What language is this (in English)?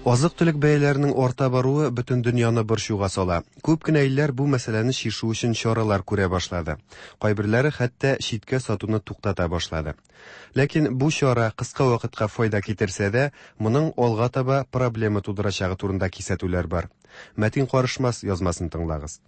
Tatar